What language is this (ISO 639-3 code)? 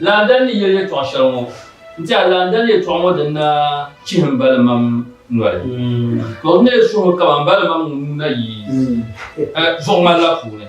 dag